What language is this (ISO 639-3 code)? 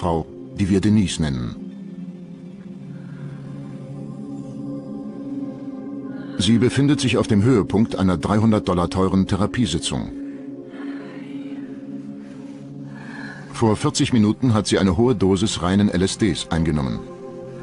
deu